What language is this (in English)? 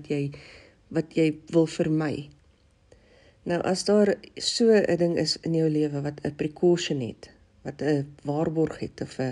Afrikaans